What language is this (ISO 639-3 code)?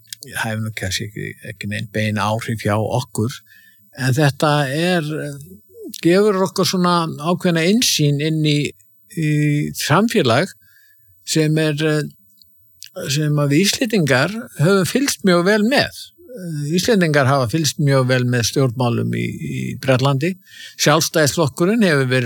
isl